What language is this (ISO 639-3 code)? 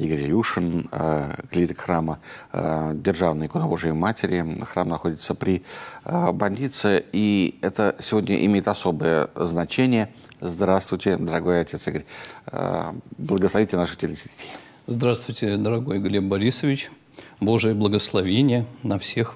rus